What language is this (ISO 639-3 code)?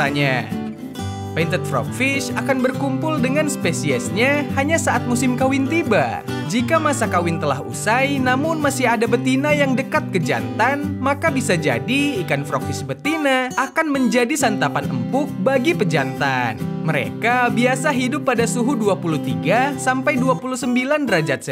ind